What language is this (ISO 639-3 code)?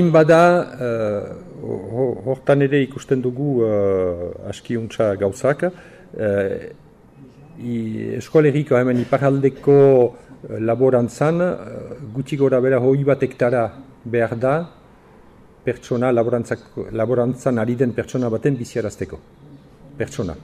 eus